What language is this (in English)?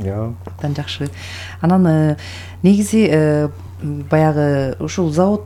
Kyrgyz